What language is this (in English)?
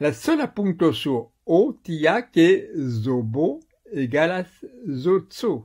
Esperanto